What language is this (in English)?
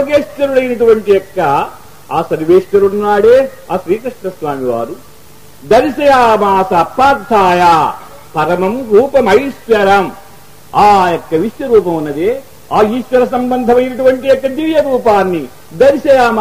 Telugu